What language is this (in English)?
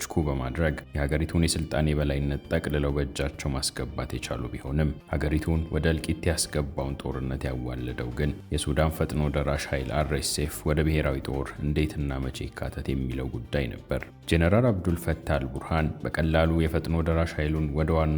Amharic